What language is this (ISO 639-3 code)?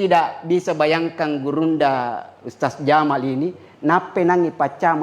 bug